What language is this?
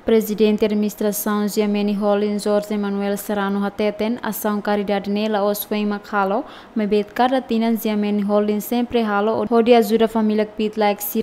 Tetum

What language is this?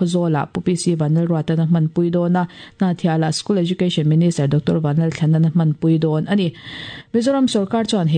Mizo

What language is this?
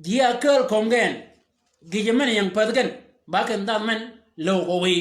Shilluk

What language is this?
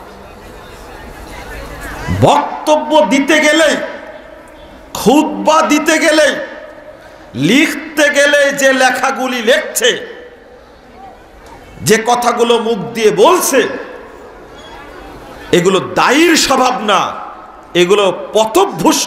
Bangla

